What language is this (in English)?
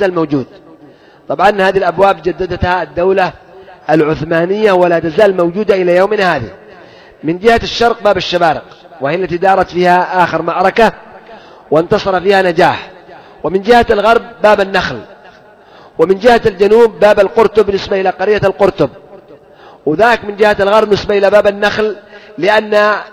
Arabic